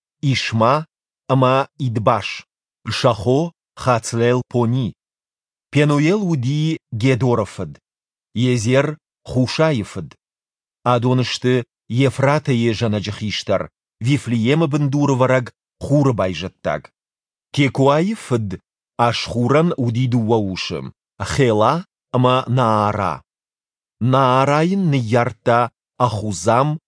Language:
Ossetic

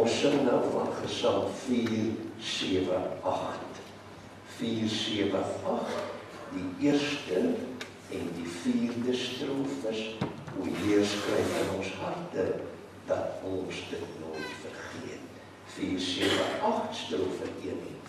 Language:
Afrikaans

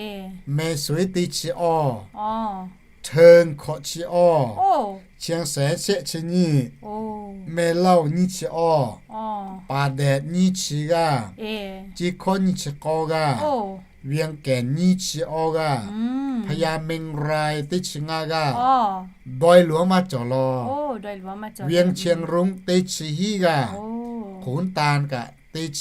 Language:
Lahu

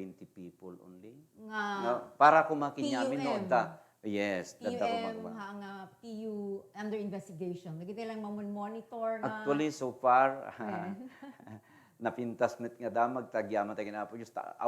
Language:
Iloko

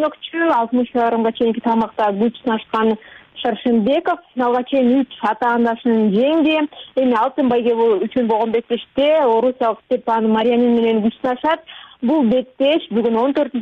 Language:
Kyrgyz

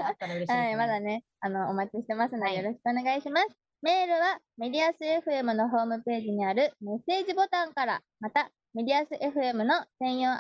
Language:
Japanese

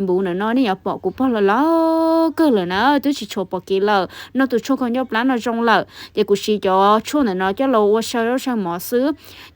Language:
Hmong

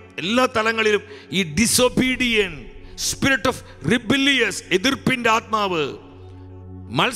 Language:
Malayalam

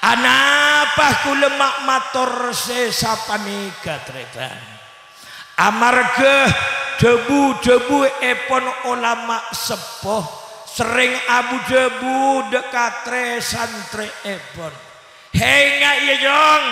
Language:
Madurese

